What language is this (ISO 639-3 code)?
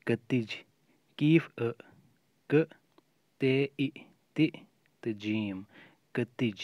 kas